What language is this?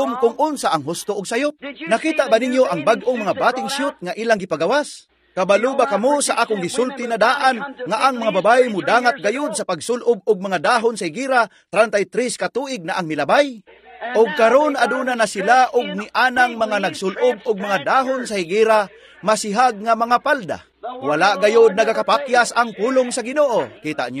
Cebuano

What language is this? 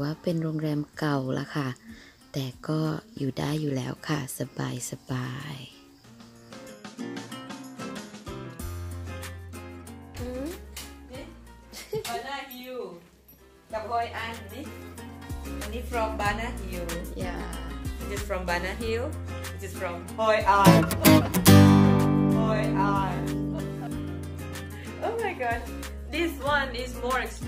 Thai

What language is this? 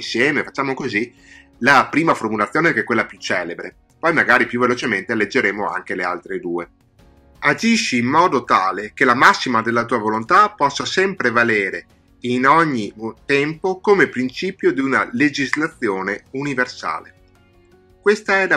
Italian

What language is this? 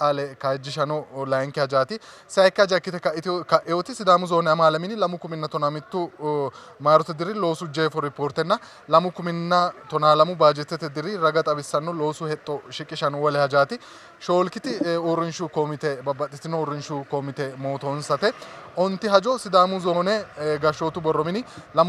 Sidamo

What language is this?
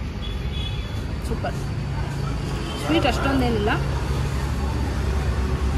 Kannada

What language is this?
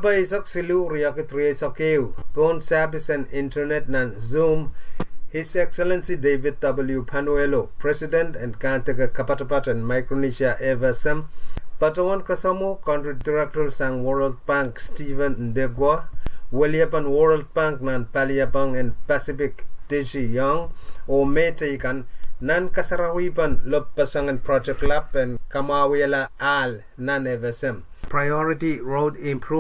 Pohnpeian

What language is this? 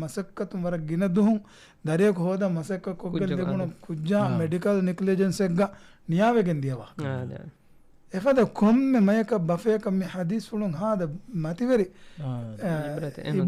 Divehi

